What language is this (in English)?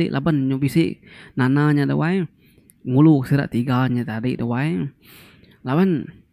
Iban